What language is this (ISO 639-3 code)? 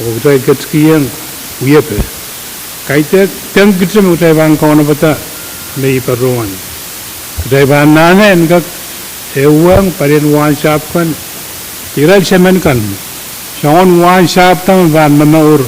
pon